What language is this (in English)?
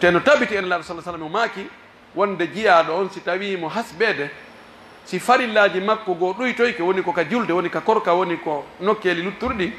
Pular